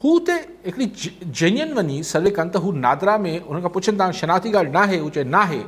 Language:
Sindhi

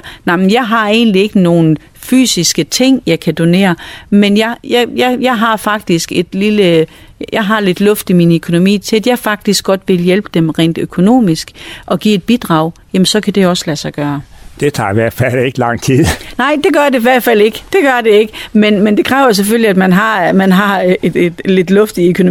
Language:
Danish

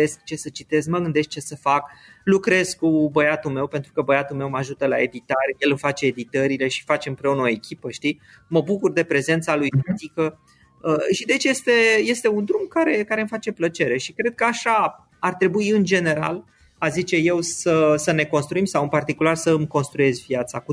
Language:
Romanian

